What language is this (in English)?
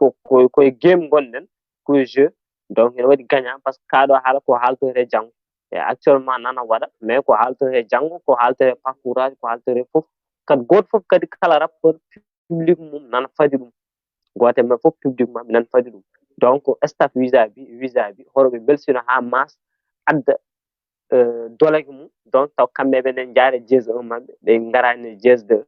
Fula